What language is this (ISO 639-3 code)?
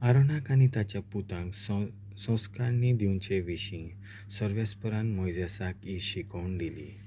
kok